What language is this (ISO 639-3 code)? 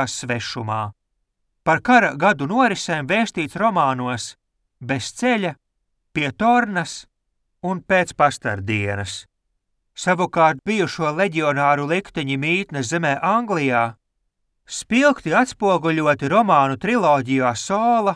lav